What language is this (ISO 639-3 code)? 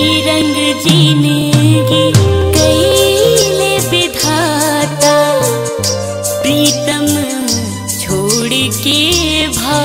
bho